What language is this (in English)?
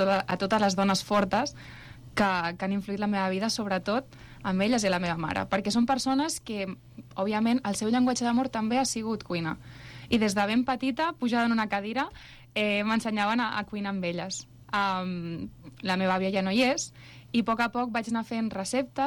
Catalan